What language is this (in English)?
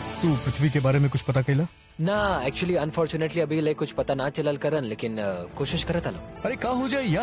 Bhojpuri